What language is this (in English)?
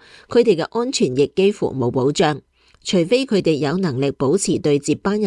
Cantonese